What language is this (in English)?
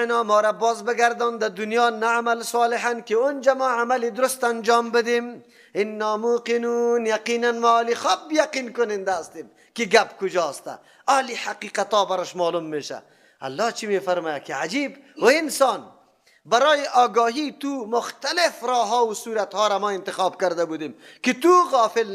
Persian